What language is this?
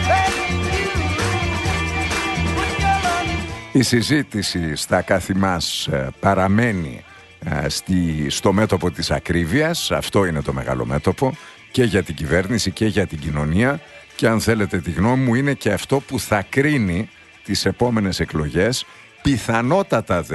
Greek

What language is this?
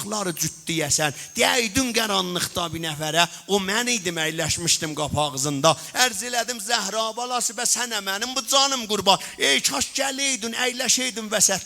South Azerbaijani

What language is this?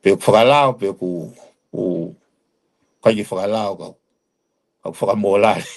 Tongan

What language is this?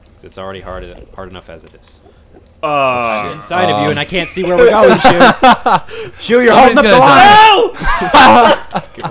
English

